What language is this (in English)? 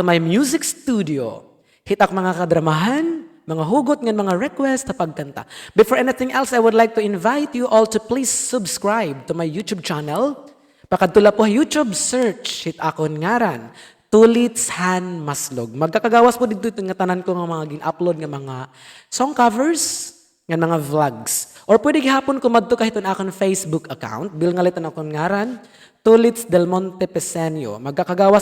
Waray